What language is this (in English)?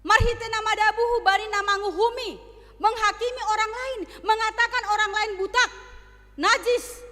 Batak Simalungun